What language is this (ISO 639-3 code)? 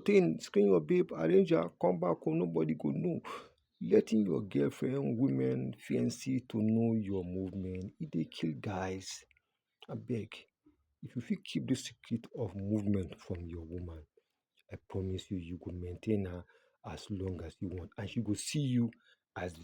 pcm